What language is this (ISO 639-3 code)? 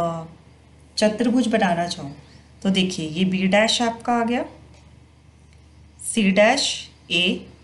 hin